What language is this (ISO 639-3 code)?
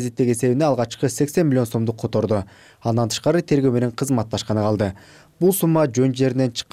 kir